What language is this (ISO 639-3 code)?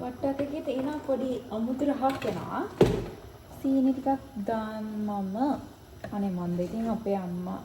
sin